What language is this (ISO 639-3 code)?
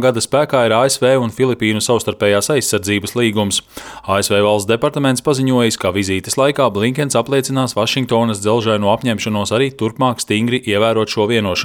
lav